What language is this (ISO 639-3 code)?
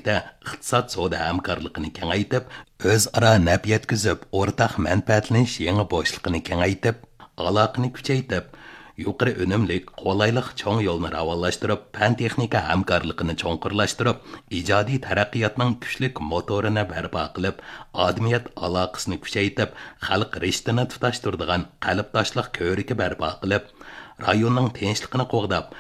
uig